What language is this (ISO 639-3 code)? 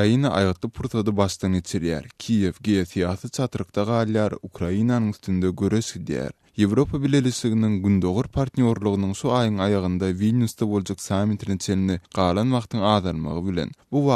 kir